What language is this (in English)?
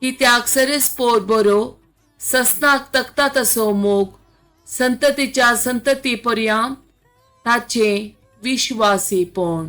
Konkani